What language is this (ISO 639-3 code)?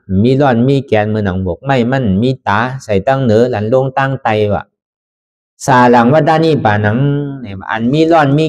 shn